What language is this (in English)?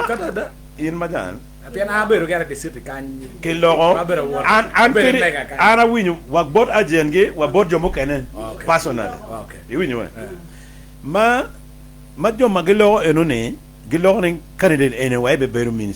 Acoli